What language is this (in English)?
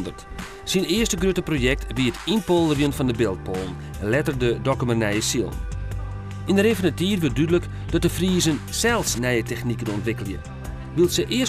Western Frisian